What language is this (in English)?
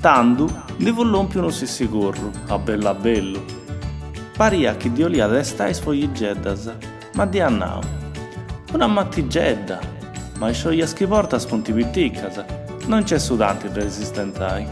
Sardinian